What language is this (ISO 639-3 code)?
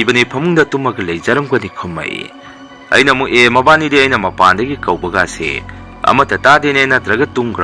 mni